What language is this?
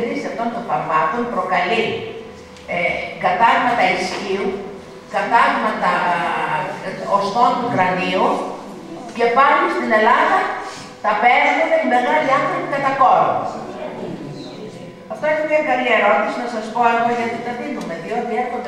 Greek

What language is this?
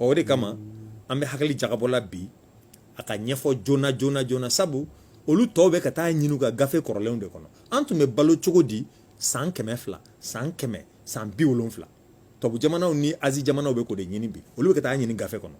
Bambara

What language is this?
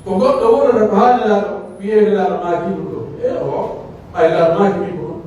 Pular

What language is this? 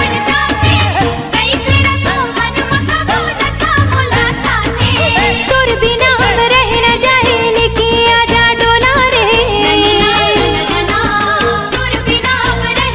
Chhattisgarhi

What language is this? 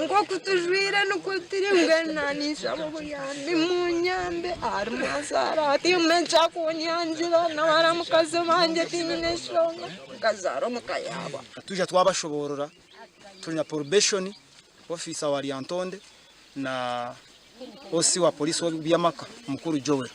Nyankole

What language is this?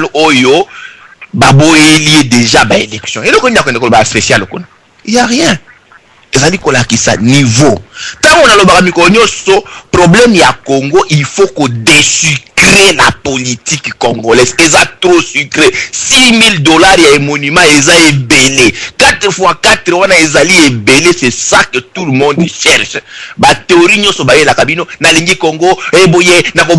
Lingala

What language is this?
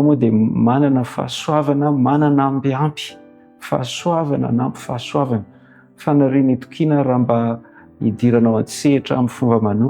Malagasy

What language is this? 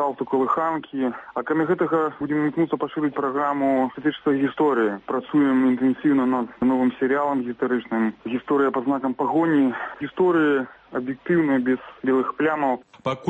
Belarusian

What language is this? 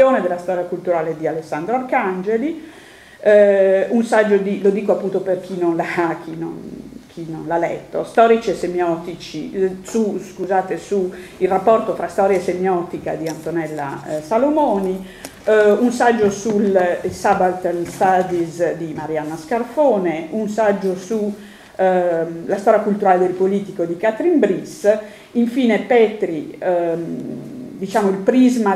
Italian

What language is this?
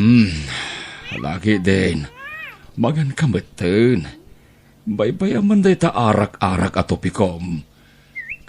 Iloko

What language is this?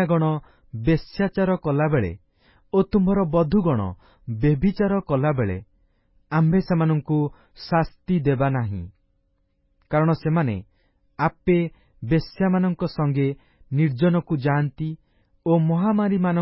Odia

